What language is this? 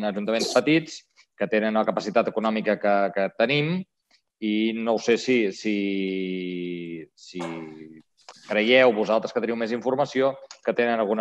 Catalan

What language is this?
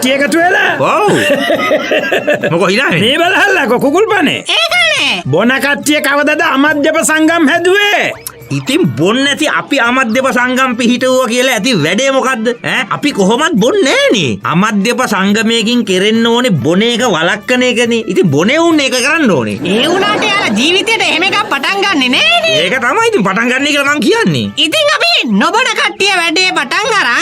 Sinhala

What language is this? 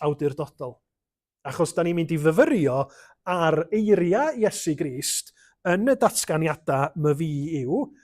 Welsh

